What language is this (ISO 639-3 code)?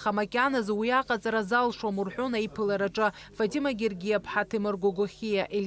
abk